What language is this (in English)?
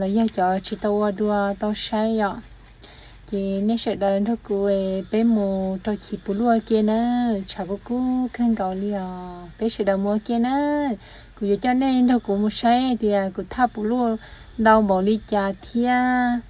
Hmong